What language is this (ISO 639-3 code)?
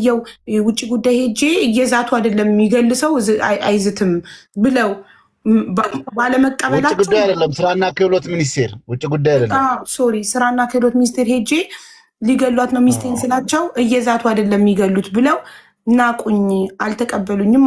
amh